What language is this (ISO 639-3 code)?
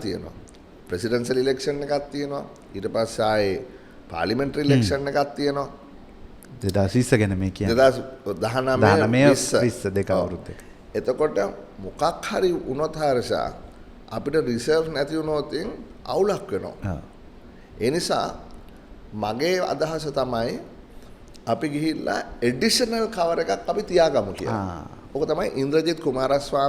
sin